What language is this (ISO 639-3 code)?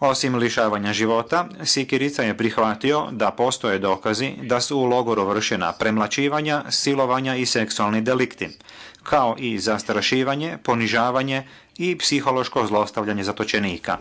bos